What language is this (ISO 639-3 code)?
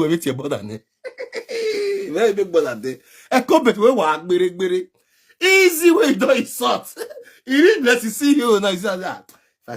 pcm